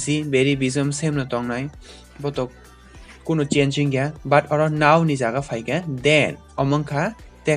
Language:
Kok Borok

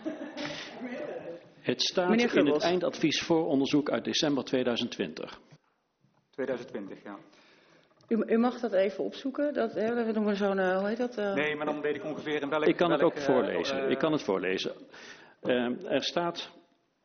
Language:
Dutch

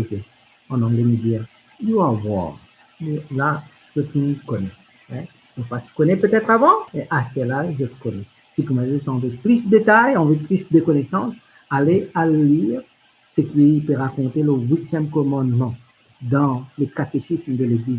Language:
Morisyen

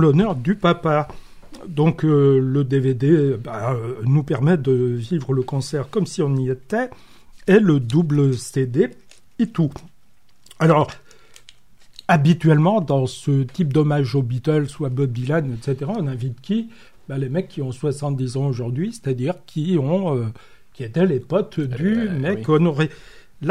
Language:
French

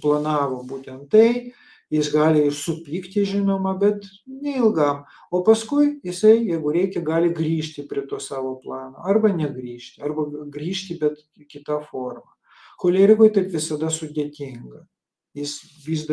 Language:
Lithuanian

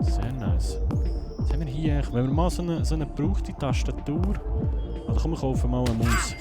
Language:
Swiss German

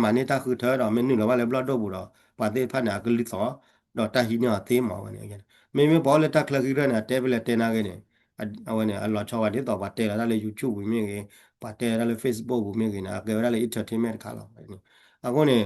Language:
S'gaw Karen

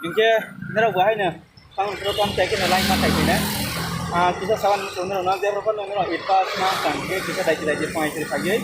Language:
Kok Borok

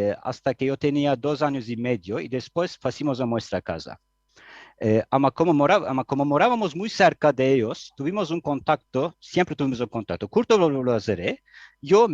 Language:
Ladino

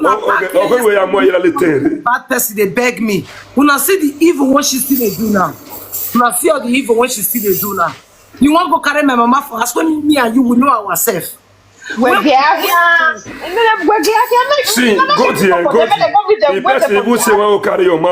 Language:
Nigerian Pidgin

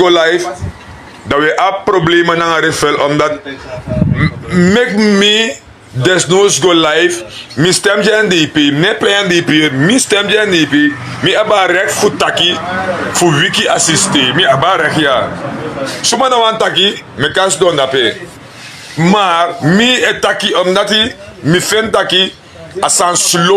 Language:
Sranan Tongo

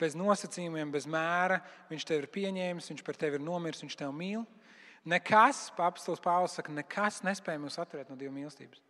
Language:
Latvian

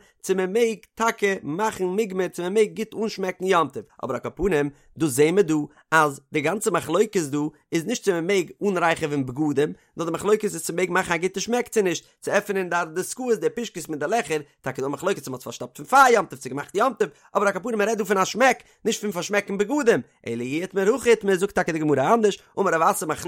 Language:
Yiddish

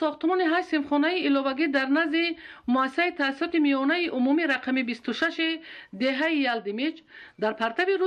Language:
Tajik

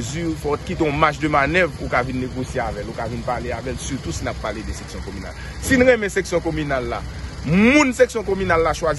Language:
Haitian Creole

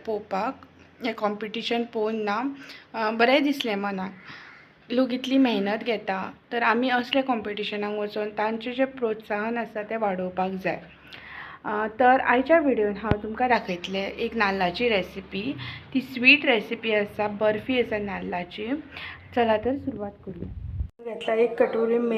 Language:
Konkani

